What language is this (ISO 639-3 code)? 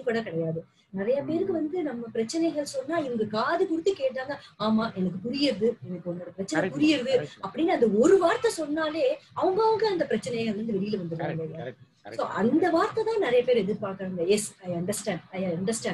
tam